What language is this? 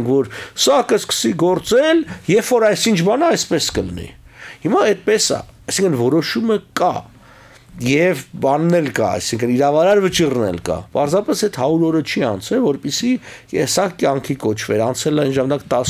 Armenian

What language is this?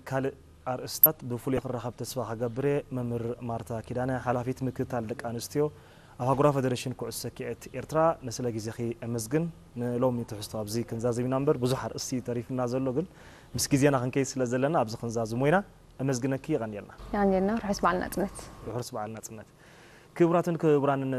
Tigrinya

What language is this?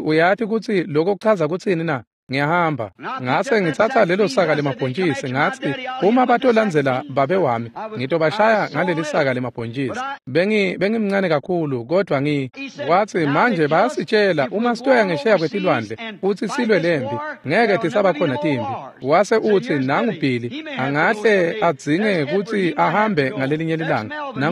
Swati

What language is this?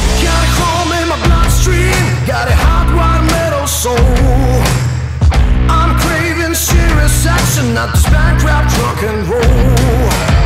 English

